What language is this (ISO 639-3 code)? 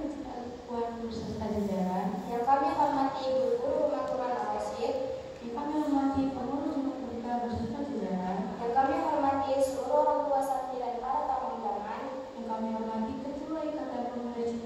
ind